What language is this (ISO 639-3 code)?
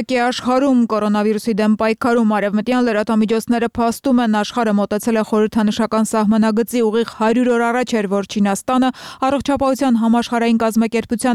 hye